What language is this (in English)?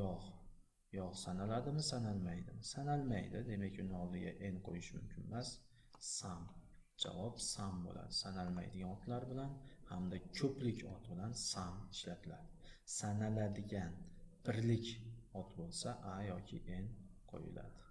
Uzbek